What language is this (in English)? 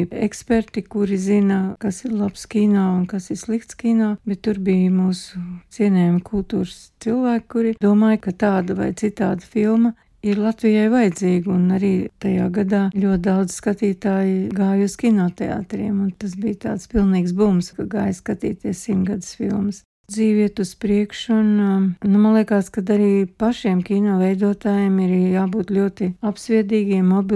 Latvian